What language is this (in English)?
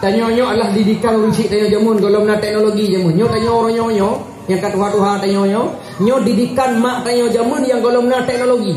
Achinese